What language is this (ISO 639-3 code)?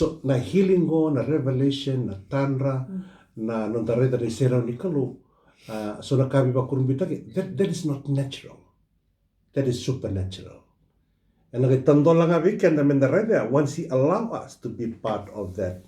fij